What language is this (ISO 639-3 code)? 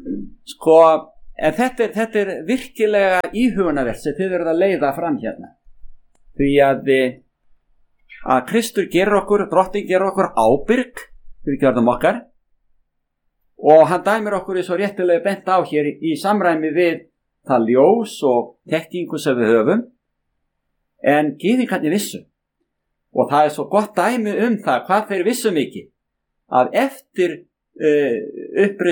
isl